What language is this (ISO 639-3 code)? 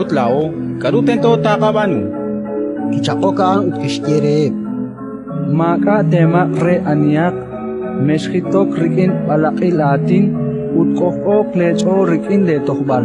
kek